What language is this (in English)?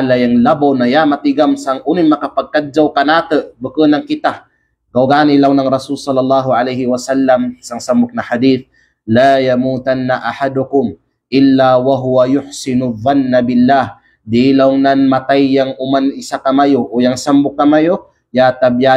Kalagan